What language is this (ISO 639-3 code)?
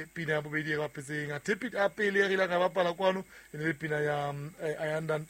sot